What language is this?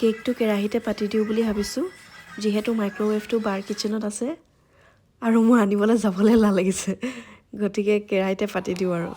Assamese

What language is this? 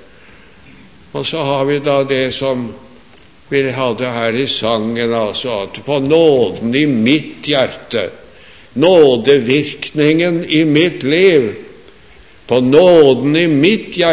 Norwegian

